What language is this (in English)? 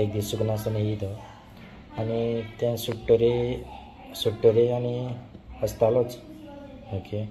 Konkani